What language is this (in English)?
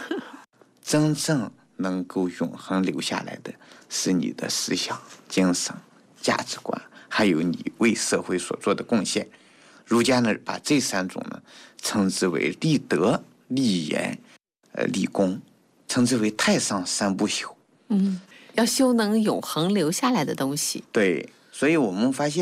Chinese